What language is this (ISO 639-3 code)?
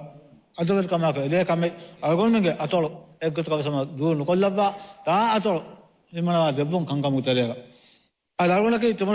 div